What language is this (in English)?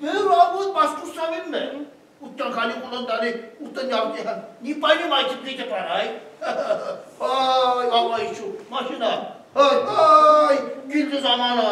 Bashkir